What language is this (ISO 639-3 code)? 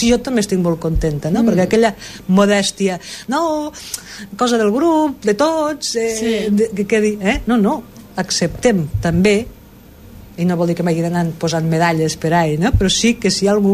cat